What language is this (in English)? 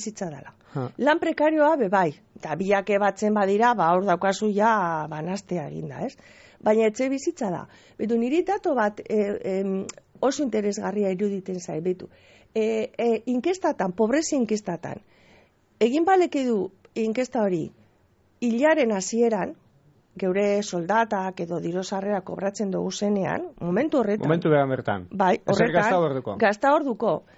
Basque